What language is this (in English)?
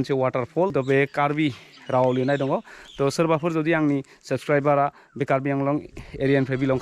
Bodo